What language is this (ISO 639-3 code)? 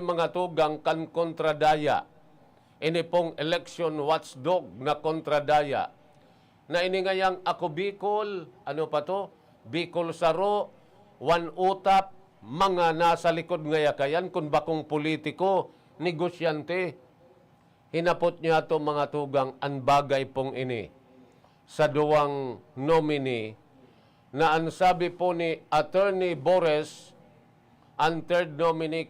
bik